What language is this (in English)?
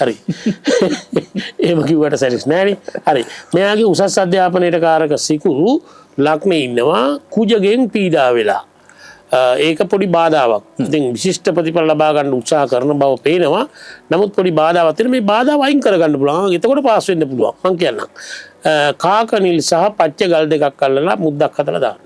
Sinhala